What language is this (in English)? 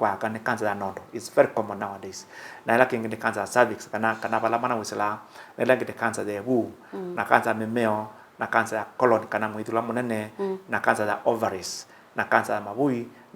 Kamba